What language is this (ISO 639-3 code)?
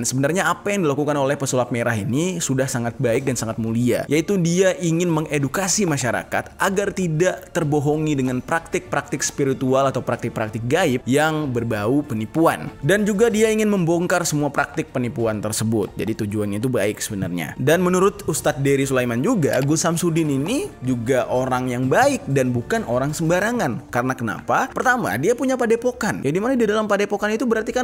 ind